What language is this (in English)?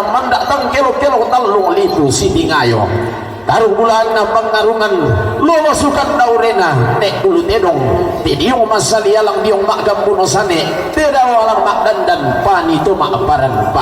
Toraja-Sa'dan